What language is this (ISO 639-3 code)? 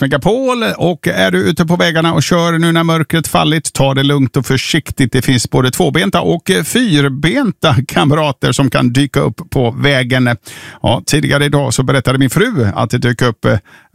swe